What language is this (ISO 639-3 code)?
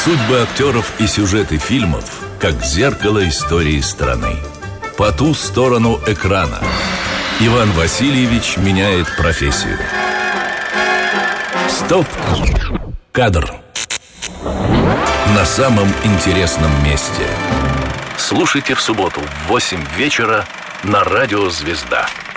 rus